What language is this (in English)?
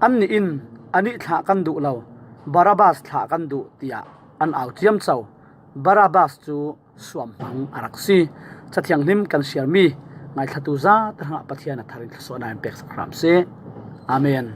Falam Chin